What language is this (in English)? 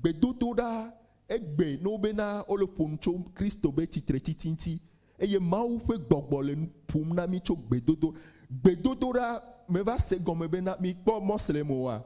Ewe